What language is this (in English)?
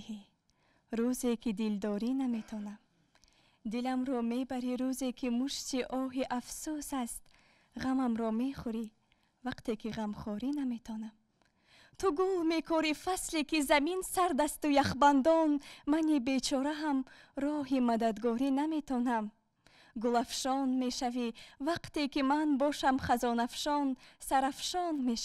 Tajik